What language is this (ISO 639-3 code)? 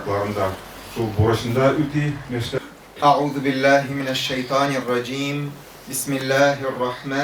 tat